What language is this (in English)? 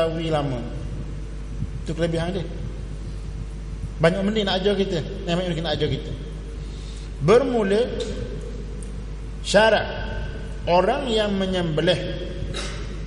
Malay